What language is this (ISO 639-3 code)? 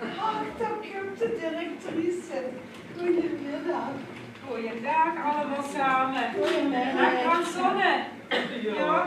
lim